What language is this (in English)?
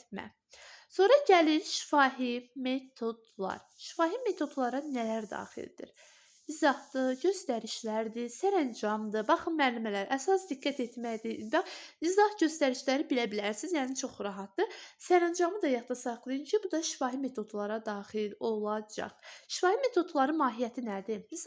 Azerbaijani